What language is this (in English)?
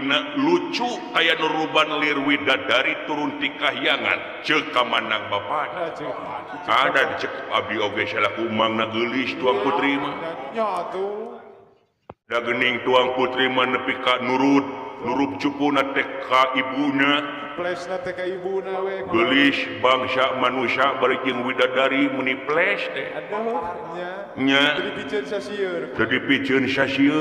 Sundanese